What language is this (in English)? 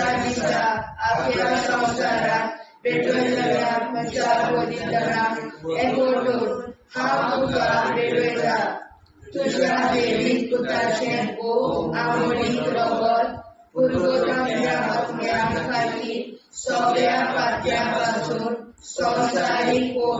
Konkani